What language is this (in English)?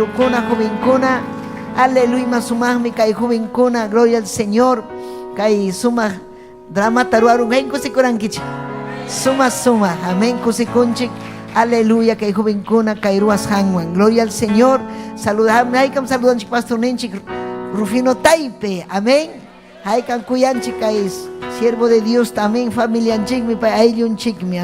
Ayacucho Quechua